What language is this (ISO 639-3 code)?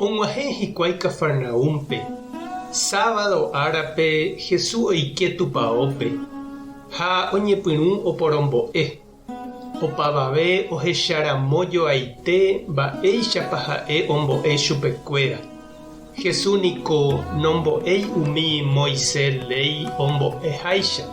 grn